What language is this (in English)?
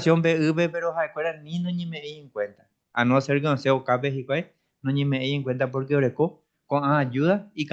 Guarani